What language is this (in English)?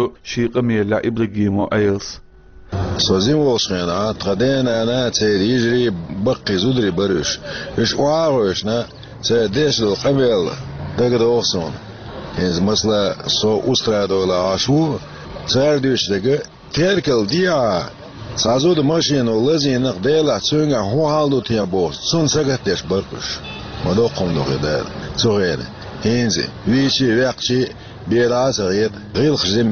Chechen